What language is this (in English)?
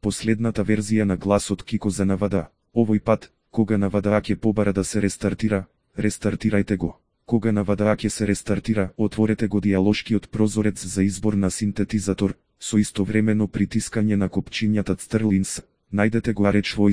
Macedonian